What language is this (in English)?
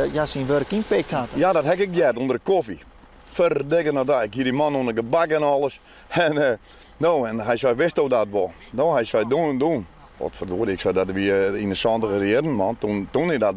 Western Frisian